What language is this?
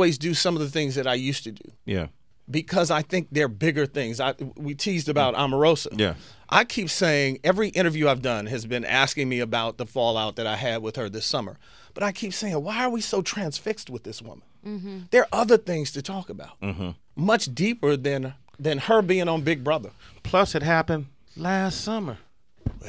English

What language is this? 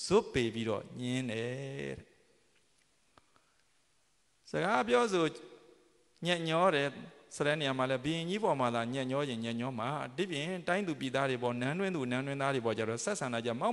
Burmese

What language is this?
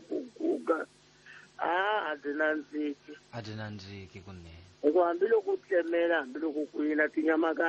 Tsonga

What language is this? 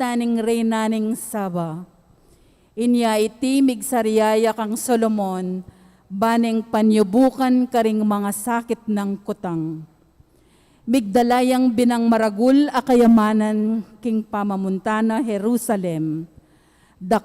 Pampanga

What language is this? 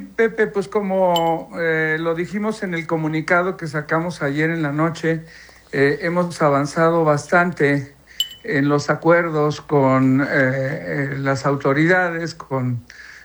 Spanish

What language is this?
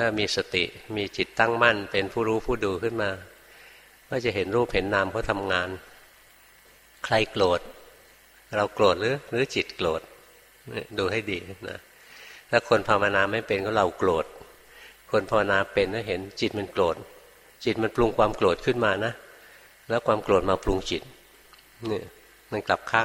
Thai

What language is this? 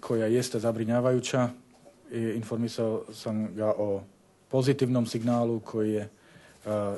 Bosnian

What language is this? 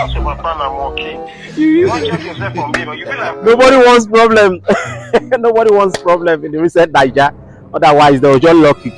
Nigerian Pidgin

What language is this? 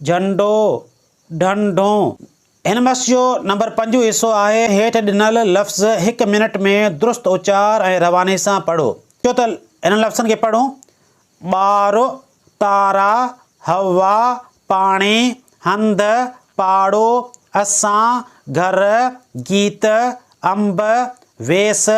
Sindhi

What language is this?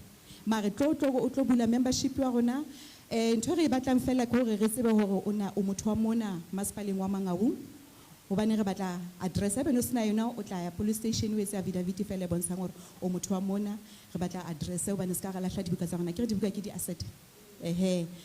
Southern Sotho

